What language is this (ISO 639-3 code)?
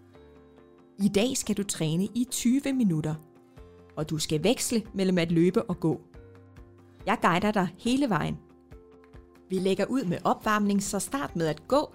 dan